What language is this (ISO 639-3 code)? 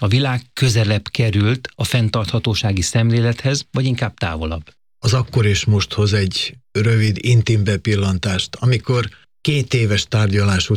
hun